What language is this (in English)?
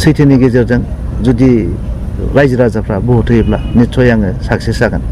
Bodo